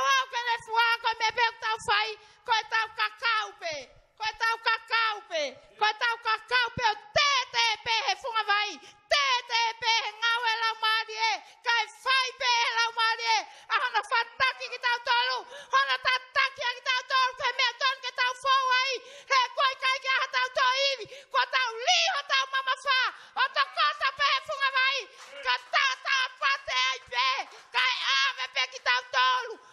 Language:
Tongan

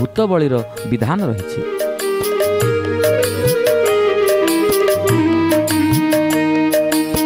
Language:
Odia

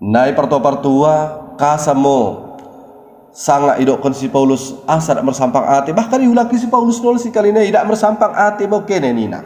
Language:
Batak Dairi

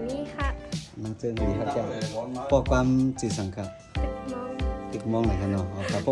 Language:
Shan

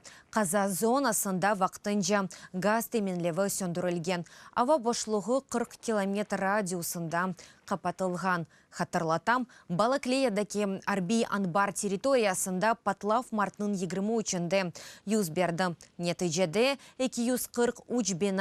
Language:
Crimean Tatar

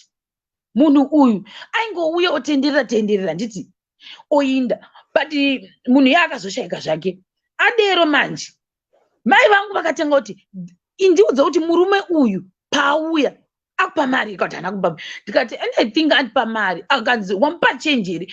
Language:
Shona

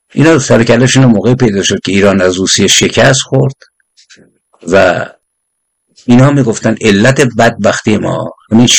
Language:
Persian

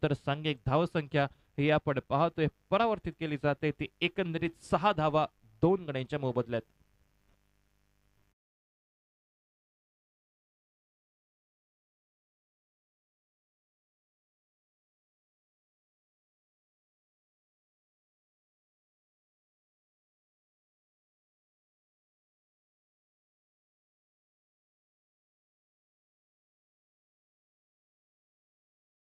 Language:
Marathi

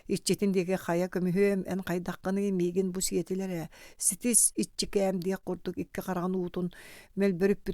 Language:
Yakut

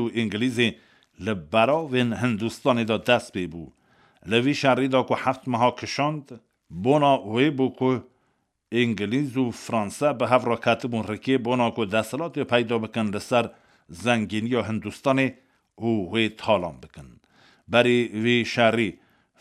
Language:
Kurdish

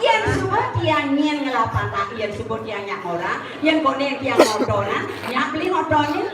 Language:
Balinese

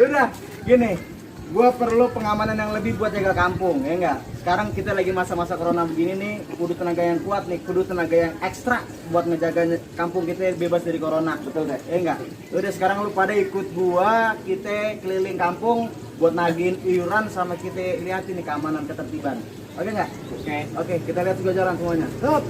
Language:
Betawi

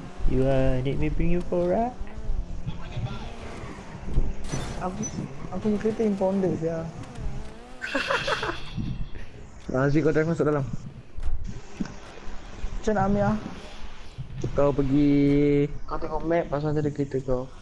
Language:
Malay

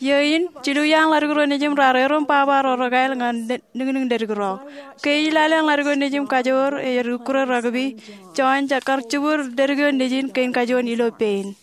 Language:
Marshallese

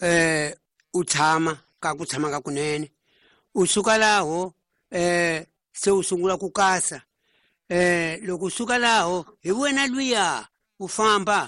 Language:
Tsonga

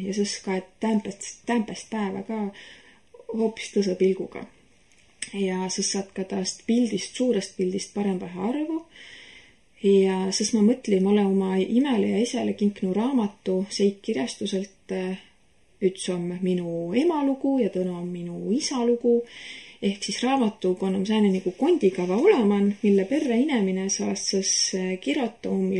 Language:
Estonian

